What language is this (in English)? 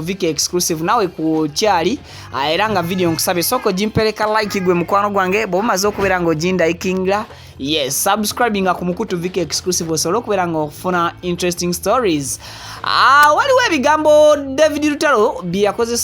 Ganda